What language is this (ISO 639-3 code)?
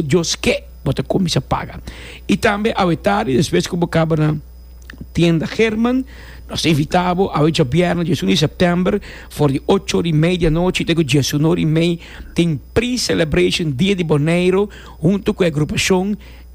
pap